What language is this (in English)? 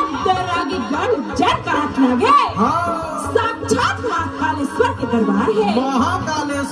Chhattisgarhi